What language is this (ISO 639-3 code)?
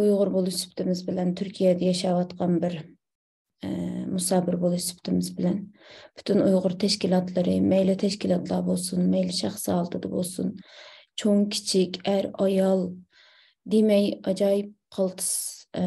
uig